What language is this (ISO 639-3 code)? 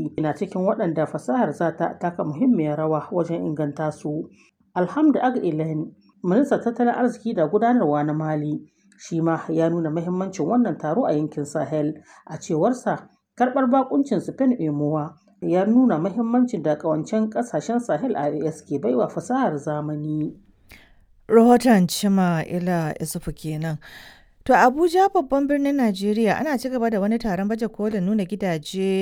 hau